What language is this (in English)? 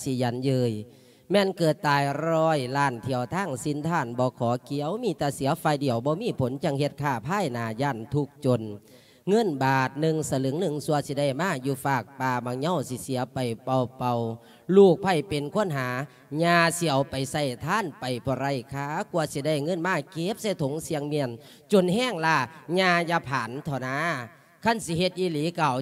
Lao